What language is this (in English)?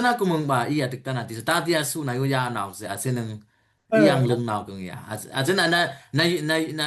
Dimasa